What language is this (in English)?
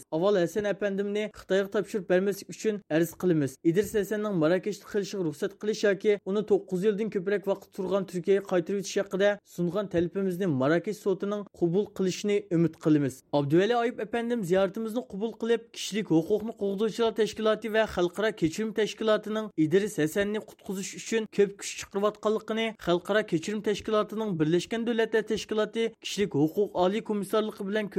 Uyghur